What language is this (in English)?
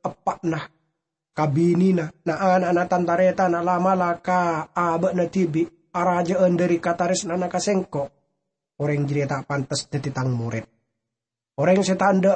Madurese